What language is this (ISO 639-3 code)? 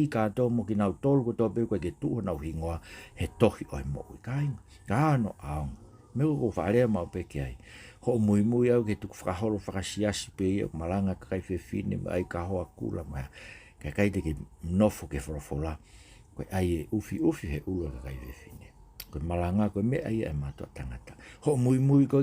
ton